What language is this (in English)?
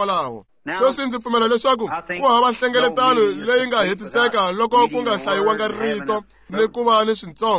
Tsonga